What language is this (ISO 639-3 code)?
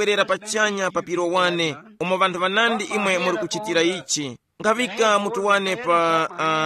tum